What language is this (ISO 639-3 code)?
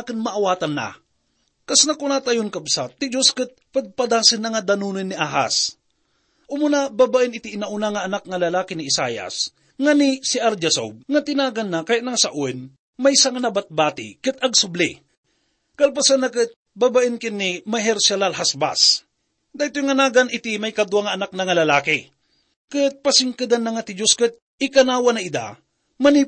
ilo